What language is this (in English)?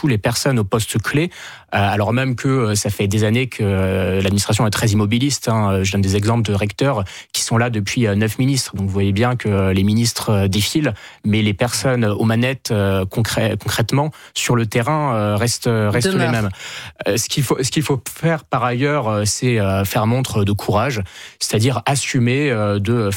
French